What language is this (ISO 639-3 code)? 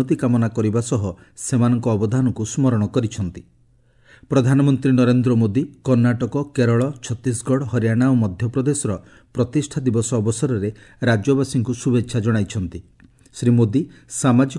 ori